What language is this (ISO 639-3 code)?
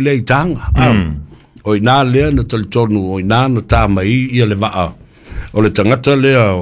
smo